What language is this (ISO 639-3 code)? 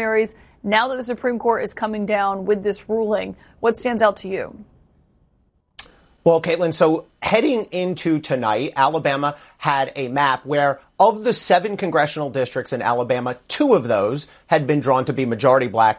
eng